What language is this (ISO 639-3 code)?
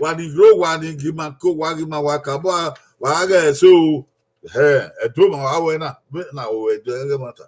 bin